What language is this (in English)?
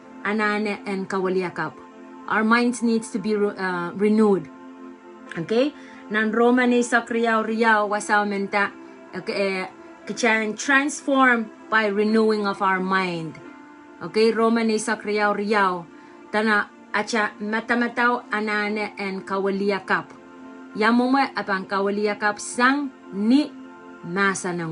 Pohnpeian